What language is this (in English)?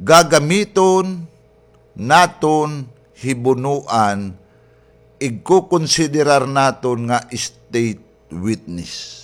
Waray